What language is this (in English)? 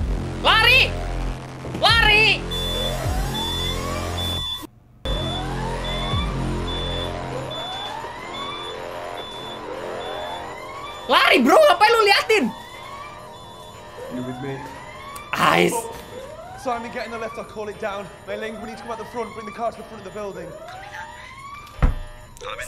Indonesian